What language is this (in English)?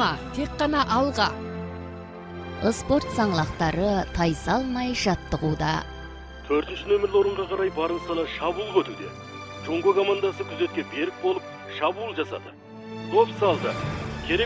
Kazakh